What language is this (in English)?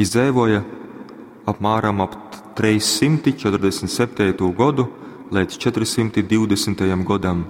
Latgalian